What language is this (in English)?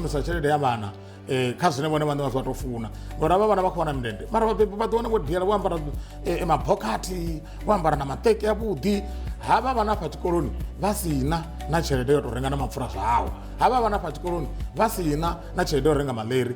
Venda